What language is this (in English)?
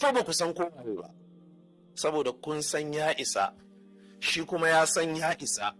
Hausa